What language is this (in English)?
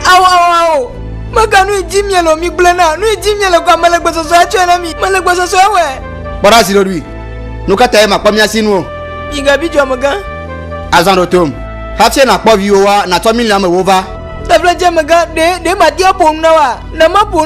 Ewe